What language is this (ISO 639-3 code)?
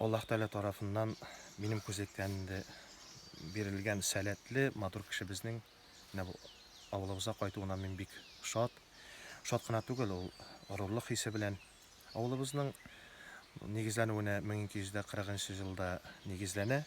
tat